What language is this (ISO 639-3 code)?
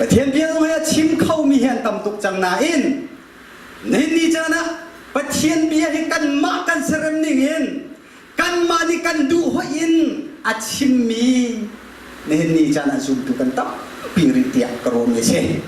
cnh